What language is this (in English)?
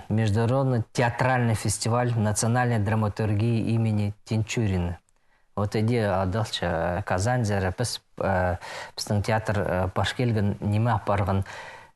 Khakas